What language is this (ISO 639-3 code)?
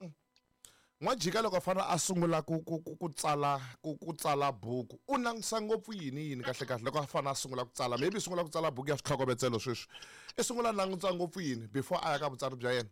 tso